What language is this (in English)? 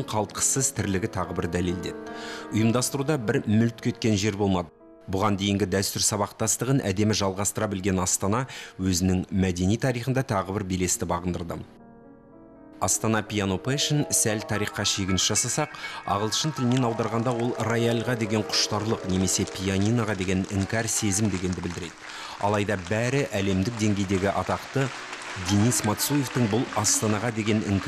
Kazakh